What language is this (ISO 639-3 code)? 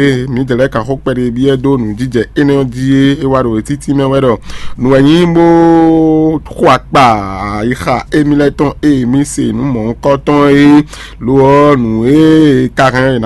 fon